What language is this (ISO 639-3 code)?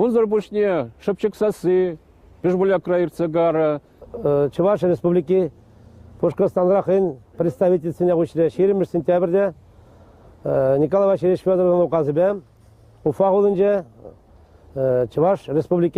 chv